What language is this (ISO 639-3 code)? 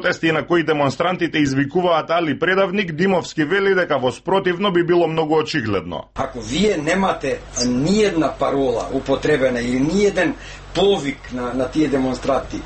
mkd